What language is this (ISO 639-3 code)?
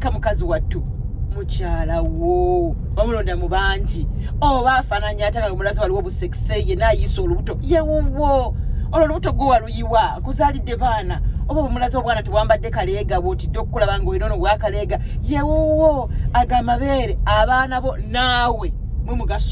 lug